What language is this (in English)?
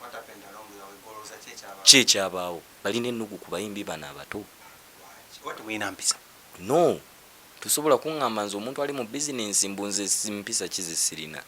Ganda